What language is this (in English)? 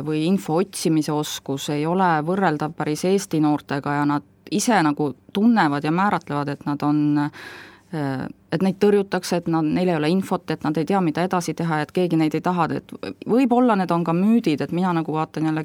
Estonian